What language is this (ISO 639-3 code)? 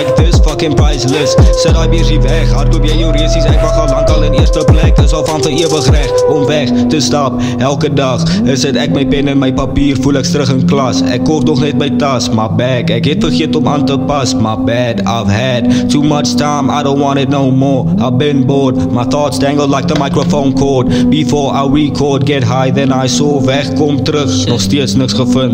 afr